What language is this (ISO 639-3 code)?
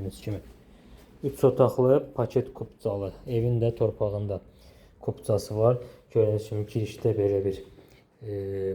aze